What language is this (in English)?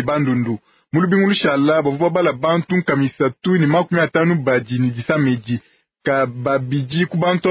Luba-Lulua